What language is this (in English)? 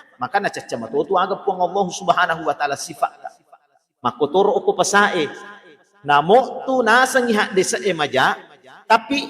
Buginese